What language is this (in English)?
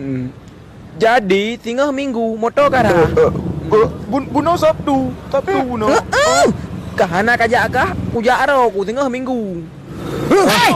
Achinese